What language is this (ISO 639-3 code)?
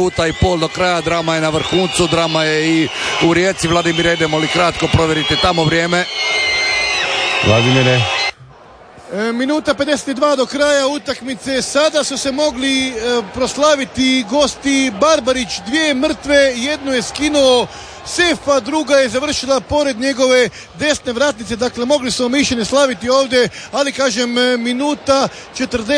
hrv